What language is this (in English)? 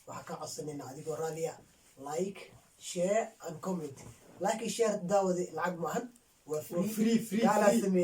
Somali